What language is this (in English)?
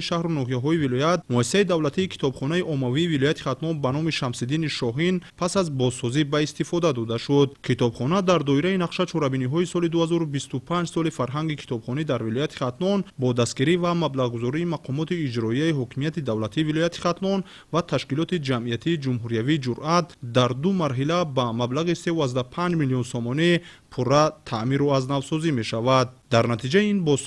Tajik